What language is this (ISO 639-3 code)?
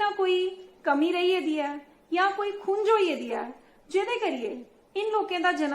doi